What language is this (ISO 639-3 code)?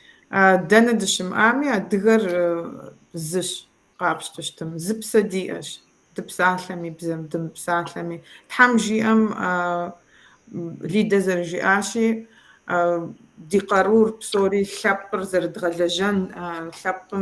kbd